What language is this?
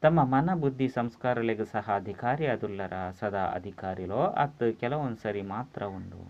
Tulu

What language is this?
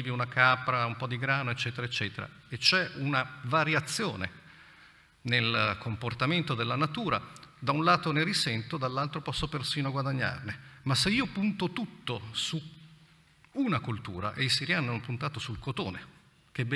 Italian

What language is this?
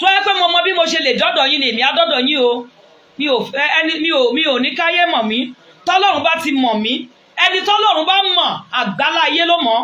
Yoruba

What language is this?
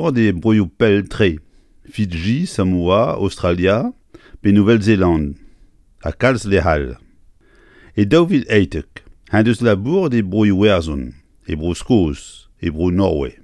Breton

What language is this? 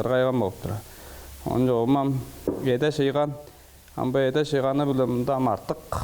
Tuvinian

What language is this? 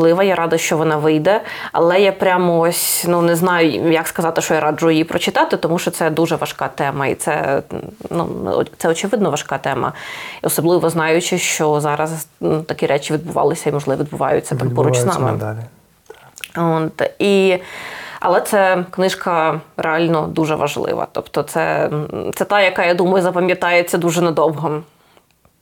Ukrainian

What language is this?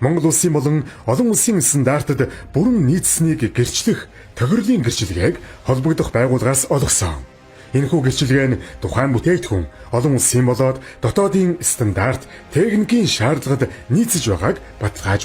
Mongolian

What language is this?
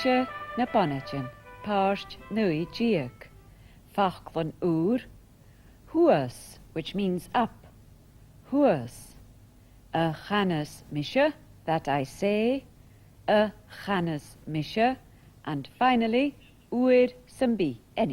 Scottish Gaelic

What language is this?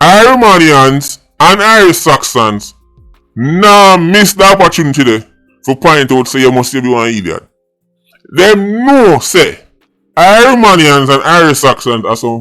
Jamaican Creole English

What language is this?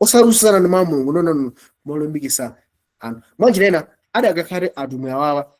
Nyanja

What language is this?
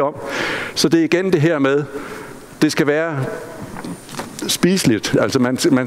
Danish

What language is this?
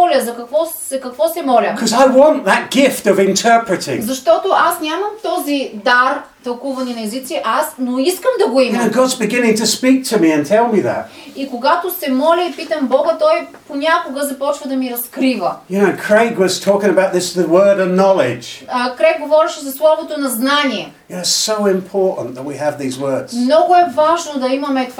Bulgarian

